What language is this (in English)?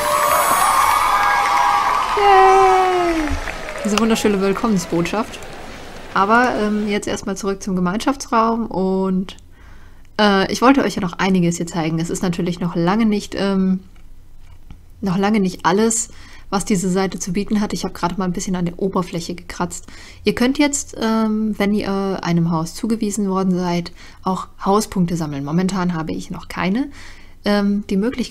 German